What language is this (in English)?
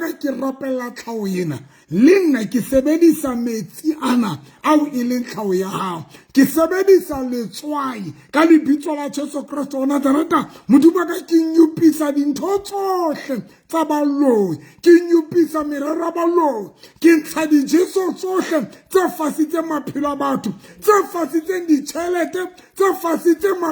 Southern Sotho